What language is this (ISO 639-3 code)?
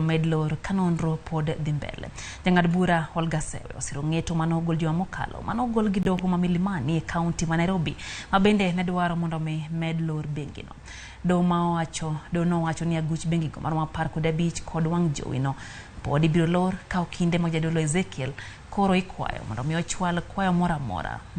luo